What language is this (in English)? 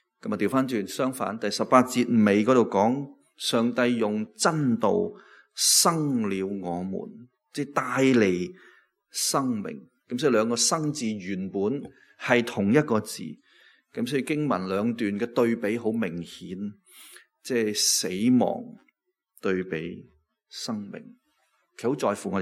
Cantonese